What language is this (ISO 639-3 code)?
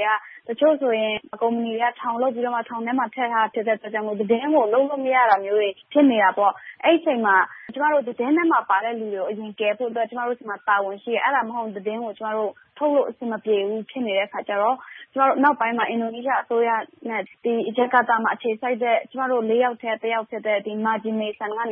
mya